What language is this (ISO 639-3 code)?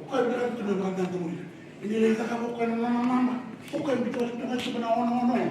fij